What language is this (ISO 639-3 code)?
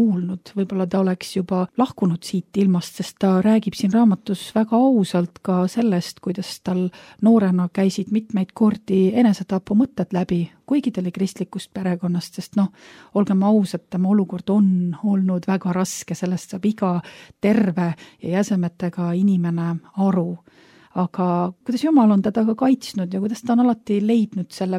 est